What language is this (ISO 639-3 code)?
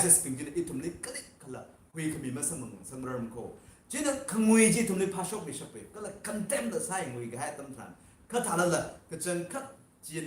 nmf